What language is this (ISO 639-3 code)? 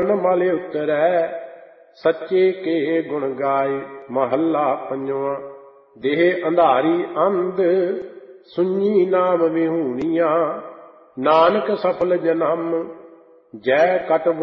pan